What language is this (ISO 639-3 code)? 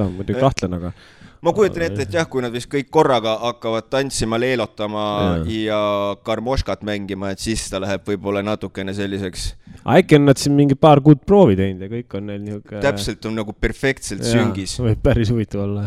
est